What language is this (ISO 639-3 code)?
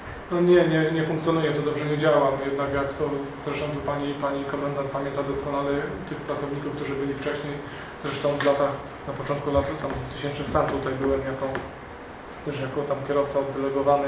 pol